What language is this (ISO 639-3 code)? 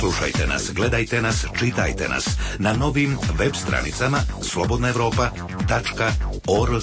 srp